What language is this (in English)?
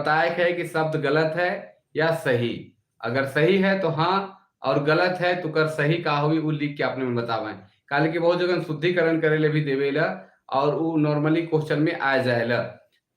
Sadri